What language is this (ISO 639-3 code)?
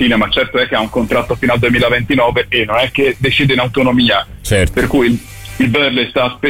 ita